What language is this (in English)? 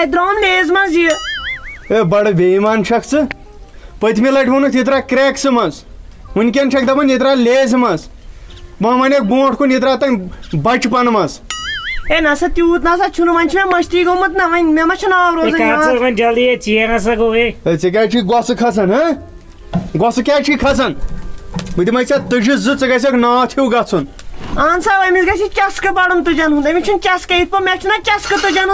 Kashmiri